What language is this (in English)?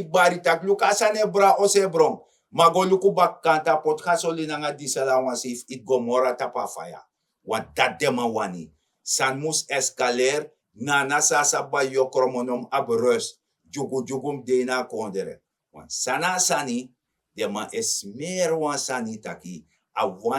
Sranan Tongo